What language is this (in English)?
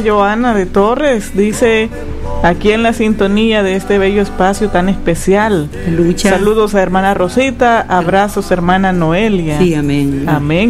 Spanish